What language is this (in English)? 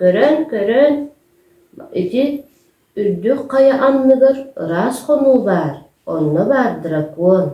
Yakut